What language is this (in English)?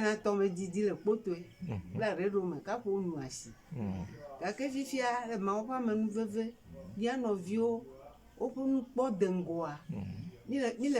Ewe